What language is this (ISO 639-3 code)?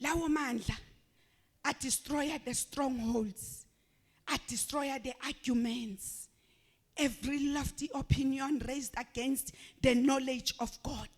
zul